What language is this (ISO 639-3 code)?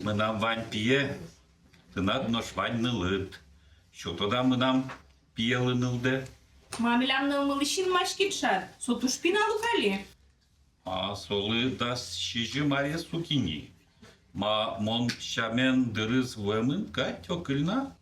udm